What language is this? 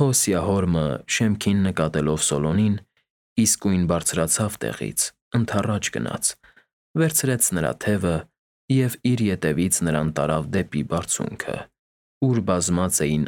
Armenian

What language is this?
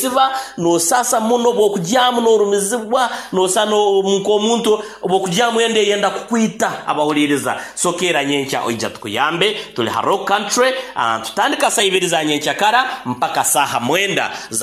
Nyoro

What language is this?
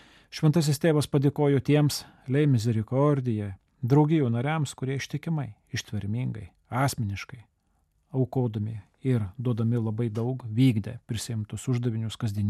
Lithuanian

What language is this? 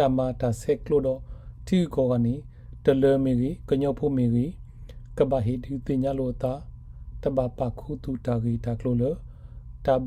S'gaw Karen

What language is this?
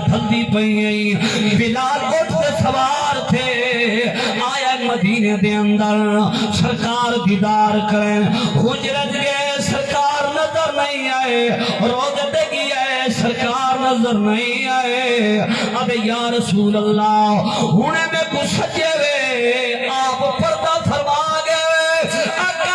Saraiki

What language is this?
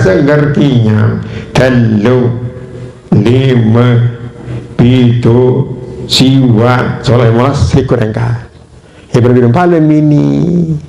Sasak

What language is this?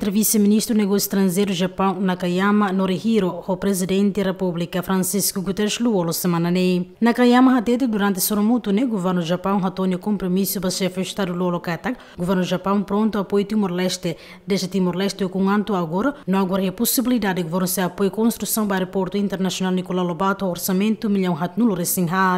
Tetum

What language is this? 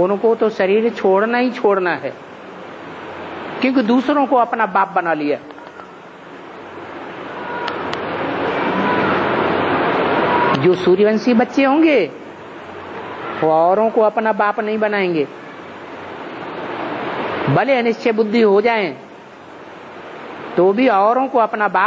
Hindi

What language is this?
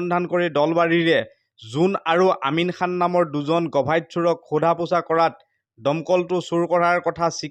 Assamese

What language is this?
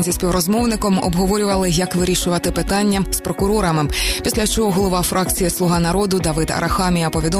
Ukrainian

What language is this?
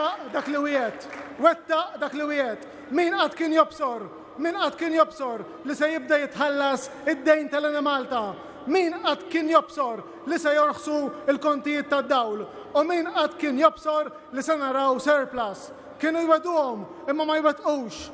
Maltese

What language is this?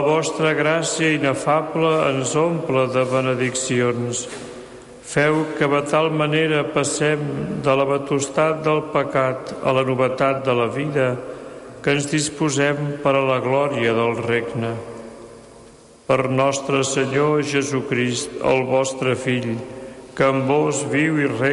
Catalan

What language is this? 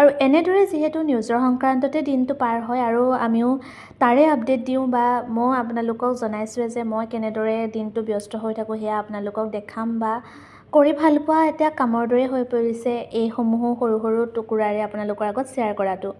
Assamese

